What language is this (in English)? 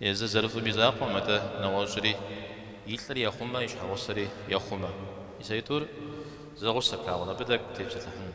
Kabardian